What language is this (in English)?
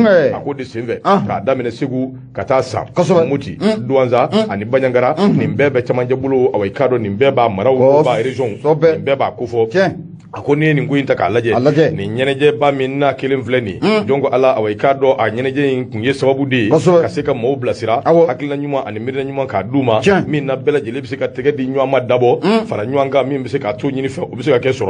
Bambara